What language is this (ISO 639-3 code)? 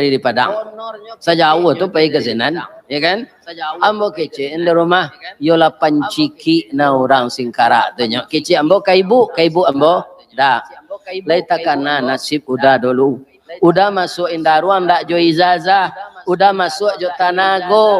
min